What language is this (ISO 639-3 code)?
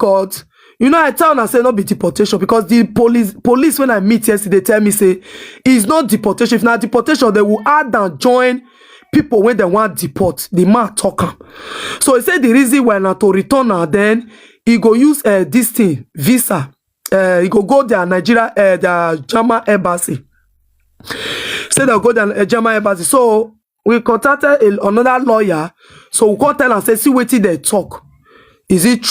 pcm